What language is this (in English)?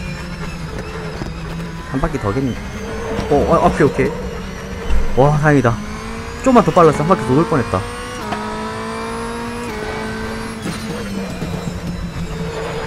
Korean